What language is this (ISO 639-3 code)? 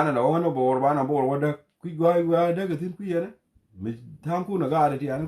nus